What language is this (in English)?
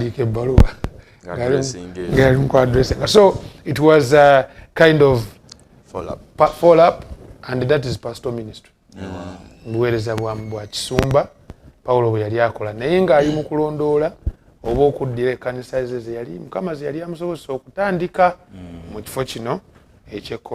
Ganda